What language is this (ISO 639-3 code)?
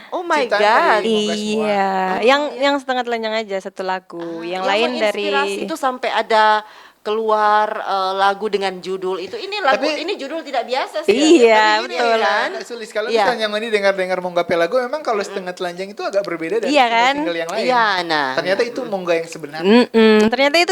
xmm